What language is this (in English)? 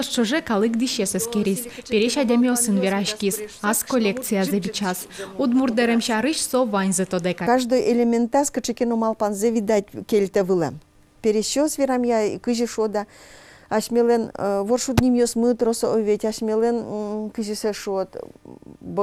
Udmurt